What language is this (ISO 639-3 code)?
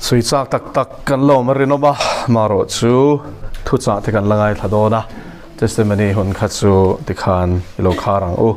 lus